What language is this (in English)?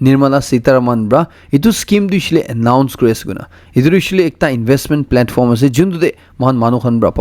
Naga Pidgin